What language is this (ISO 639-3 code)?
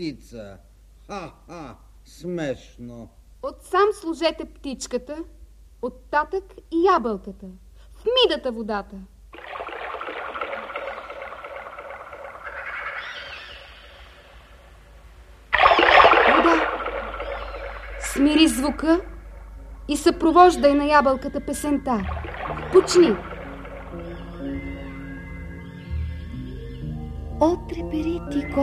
bul